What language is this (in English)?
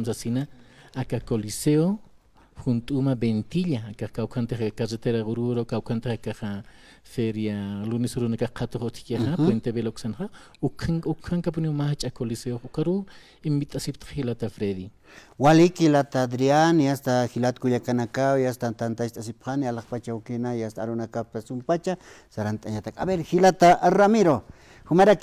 Aymara